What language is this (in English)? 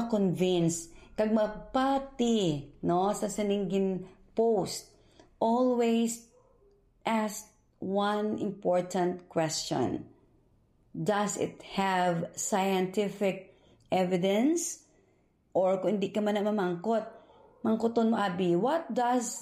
Hiligaynon